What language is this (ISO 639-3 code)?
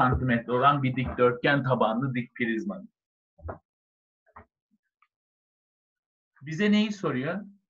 tur